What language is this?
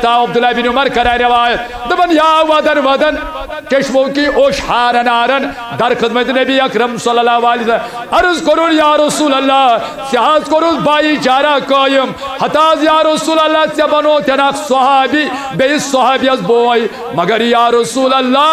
Kashmiri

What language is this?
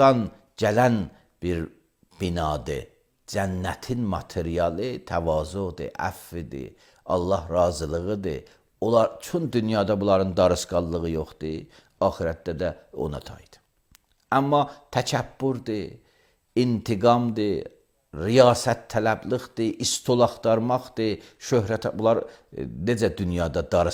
Azerbaijani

